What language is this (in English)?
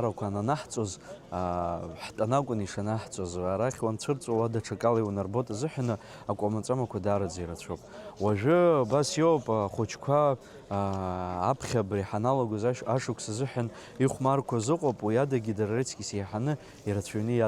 Abkhazian